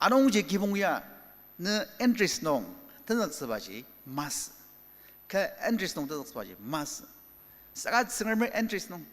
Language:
Ao Naga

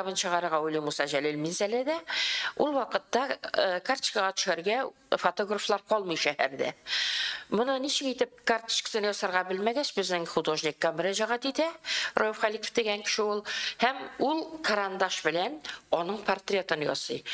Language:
Tatar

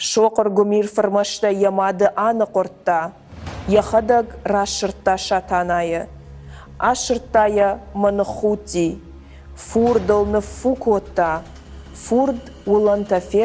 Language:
Ossetic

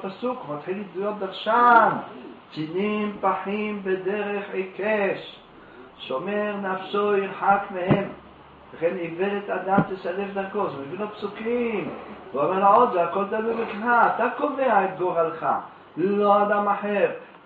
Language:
Hebrew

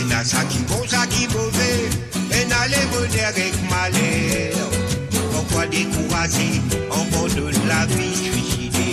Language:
Morisyen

